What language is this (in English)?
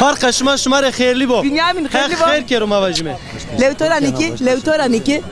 Zaza